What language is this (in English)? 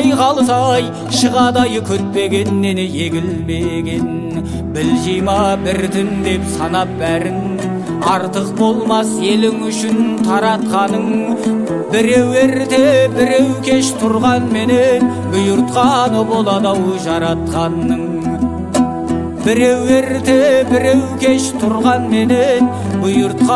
Kazakh